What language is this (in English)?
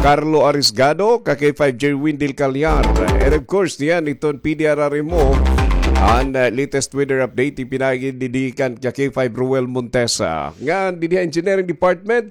Waray